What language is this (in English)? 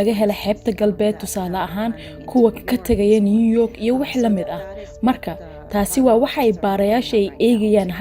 Somali